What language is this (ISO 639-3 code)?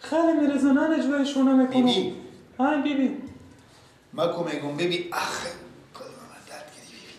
fas